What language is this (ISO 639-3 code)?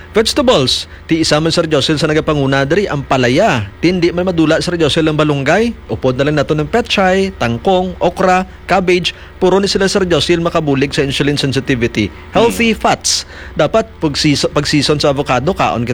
hil